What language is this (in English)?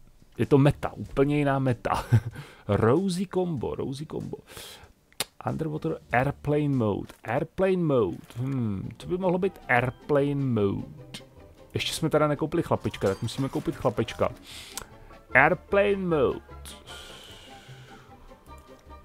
Czech